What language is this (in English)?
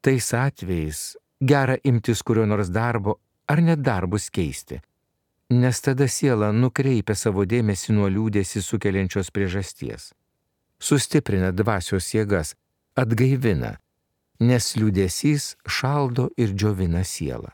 Lithuanian